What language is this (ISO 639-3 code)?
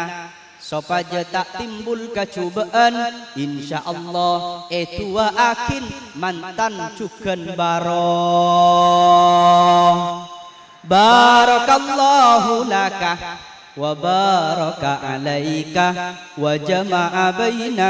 mad